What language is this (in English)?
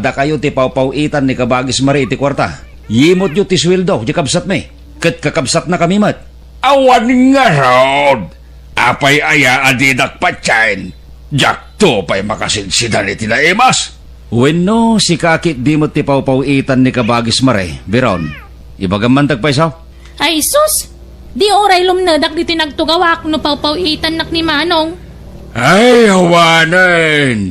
Iloko